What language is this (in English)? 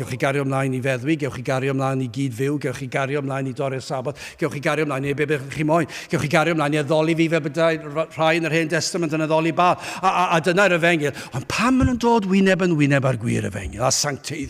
Welsh